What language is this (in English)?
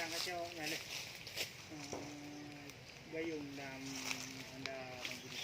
Achinese